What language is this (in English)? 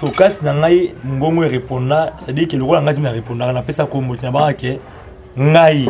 Lingala